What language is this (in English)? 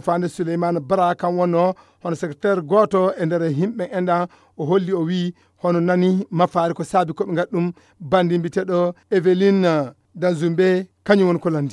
Fula